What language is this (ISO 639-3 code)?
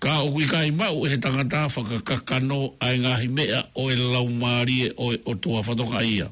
ton